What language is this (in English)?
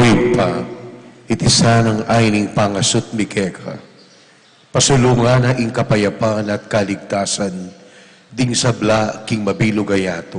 Pampanga